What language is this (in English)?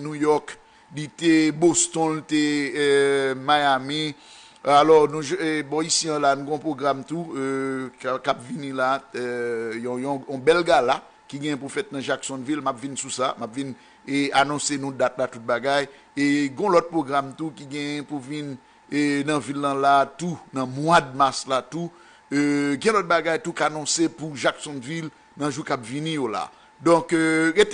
Haitian Creole